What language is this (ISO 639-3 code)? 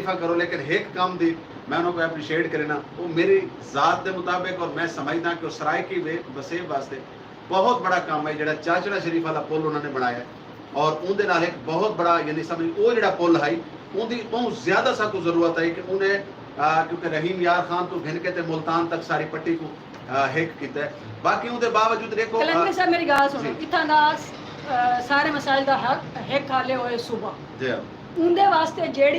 skr